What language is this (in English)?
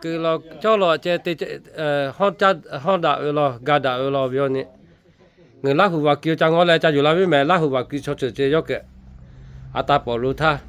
Lahu